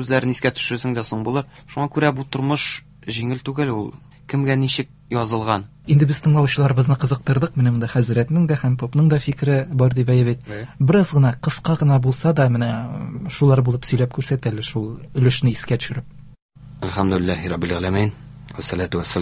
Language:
Tatar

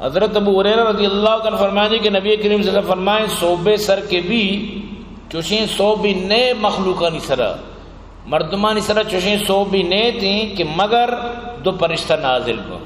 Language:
Eastern Balochi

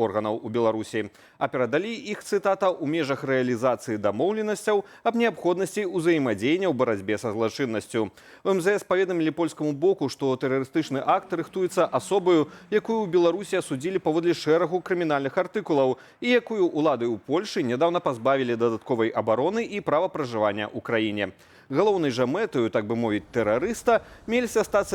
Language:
Belarusian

